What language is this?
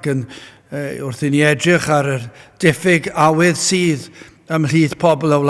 Welsh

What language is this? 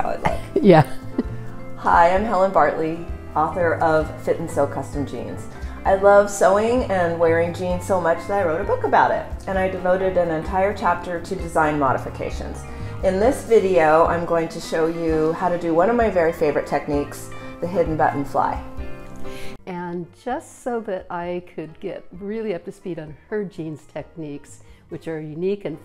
English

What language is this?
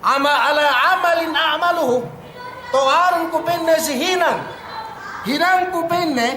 Yakan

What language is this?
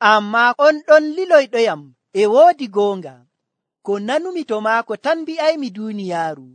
Nigerian Fulfulde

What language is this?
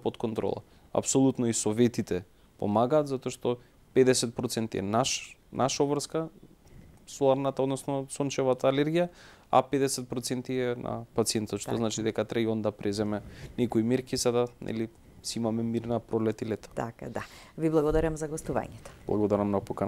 Macedonian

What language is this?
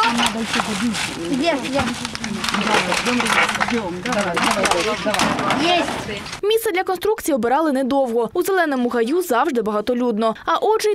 Ukrainian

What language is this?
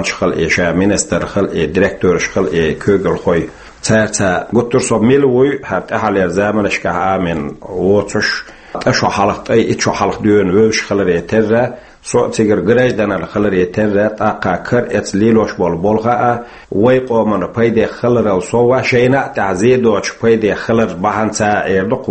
Chechen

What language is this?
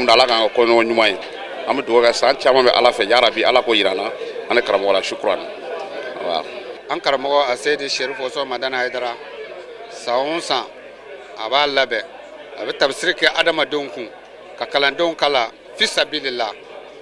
Bambara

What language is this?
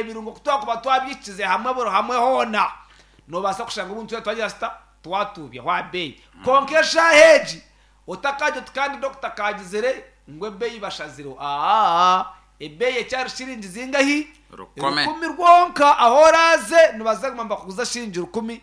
Nyankole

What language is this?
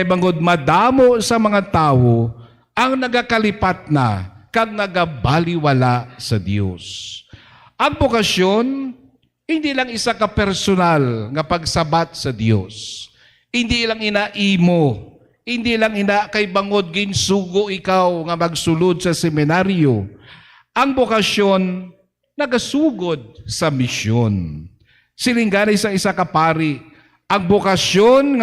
Hiligaynon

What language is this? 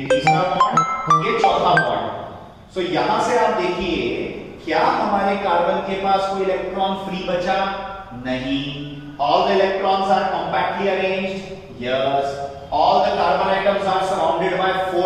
Hindi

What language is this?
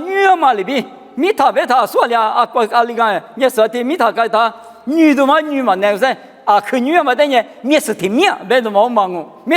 Lisu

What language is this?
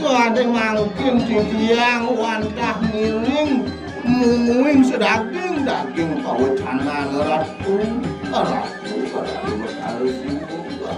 Balinese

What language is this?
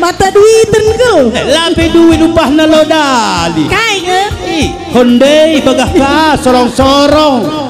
Batak Karo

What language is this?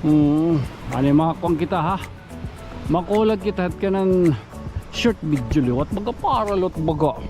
Waray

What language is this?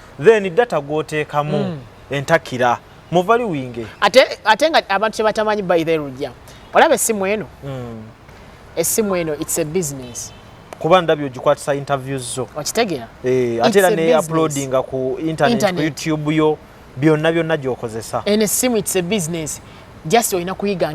Ganda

